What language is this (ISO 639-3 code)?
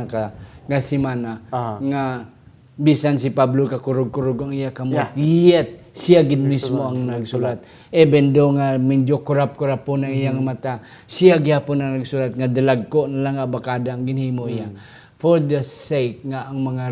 hil